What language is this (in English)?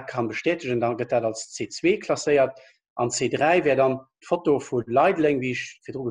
Luxembourgish